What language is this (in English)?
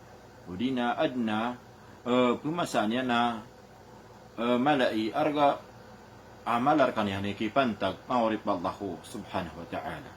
Maranao